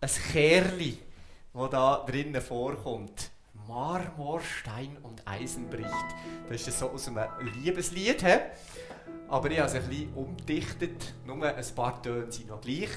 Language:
Swiss German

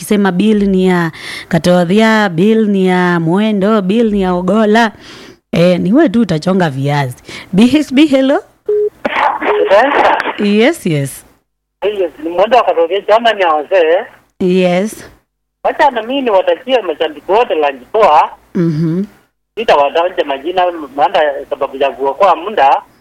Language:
Swahili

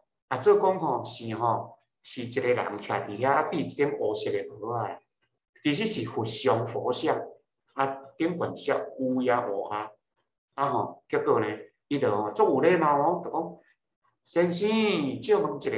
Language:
Min Nan Chinese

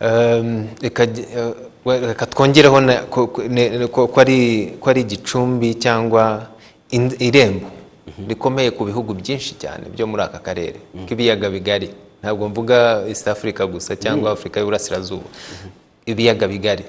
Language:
Kinyarwanda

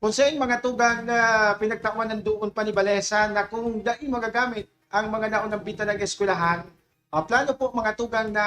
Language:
Bikol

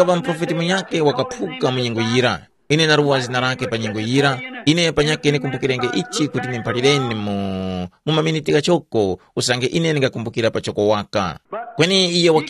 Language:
Tumbuka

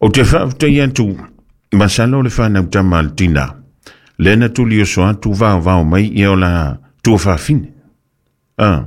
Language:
Samoan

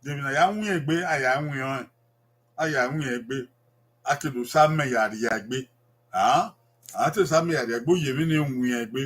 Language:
Bini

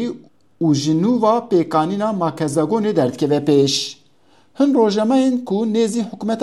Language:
Kurdish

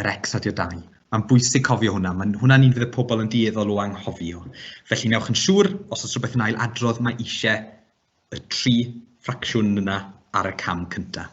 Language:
Welsh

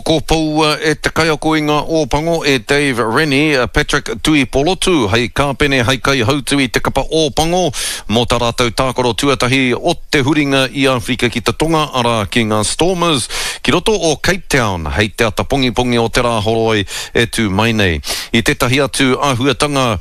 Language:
Māori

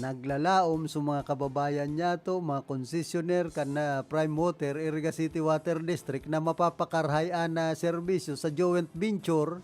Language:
Bikol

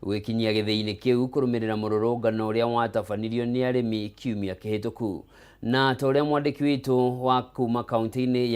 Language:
Kikuyu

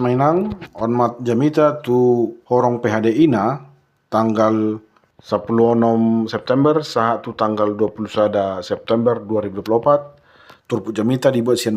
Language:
Batak Toba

